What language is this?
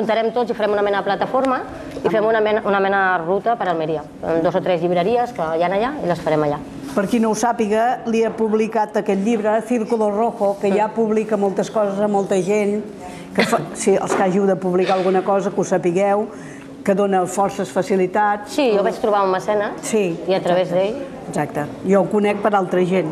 Catalan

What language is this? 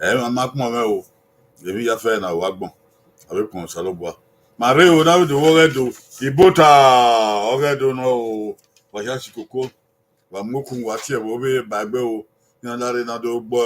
Bini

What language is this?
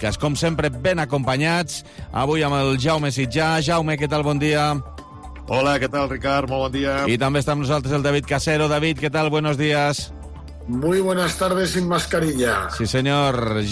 Catalan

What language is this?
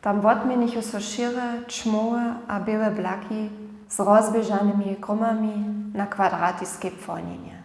Upper Sorbian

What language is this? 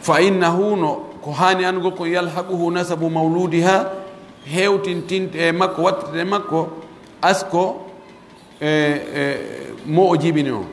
Pular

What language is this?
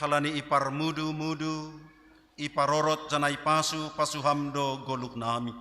Batak Simalungun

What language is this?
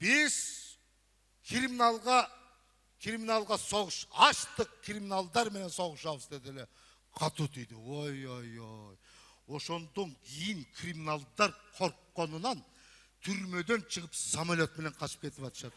Kyrgyz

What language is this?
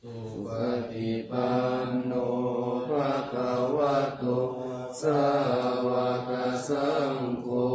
Pali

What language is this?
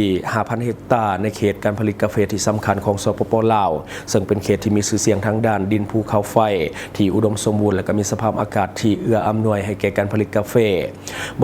Lao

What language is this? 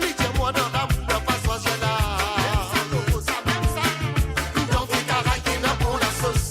Morisyen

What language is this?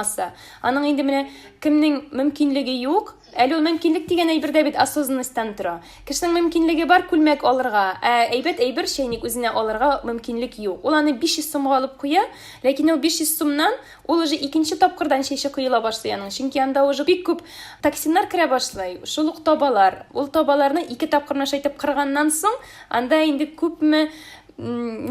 Tatar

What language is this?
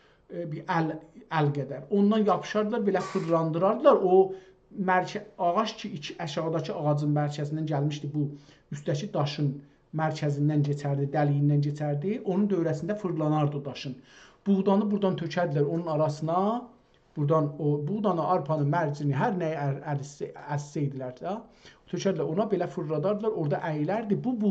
South Azerbaijani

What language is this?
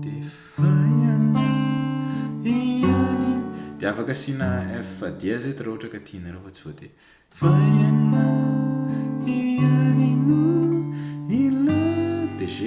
Malagasy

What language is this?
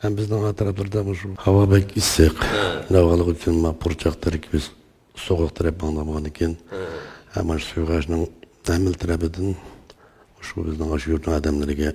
Uyghur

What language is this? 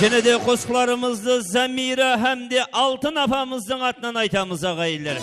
Kara-Kalpak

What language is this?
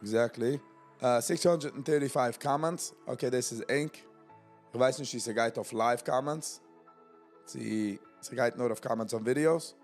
Yiddish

